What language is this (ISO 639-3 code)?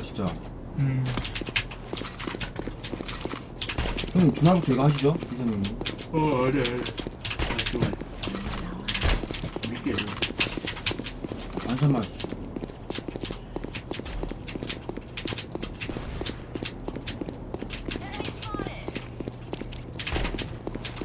kor